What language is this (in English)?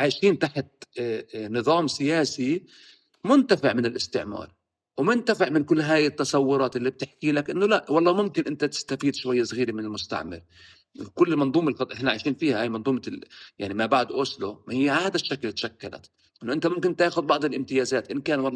North Levantine Arabic